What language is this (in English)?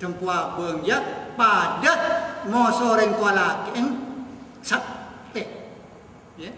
Madurese